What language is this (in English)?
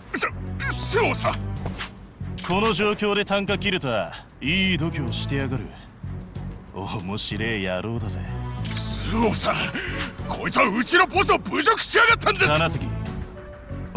Japanese